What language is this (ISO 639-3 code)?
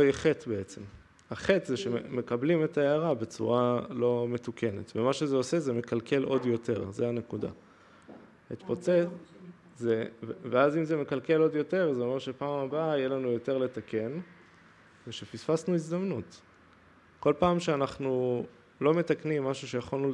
heb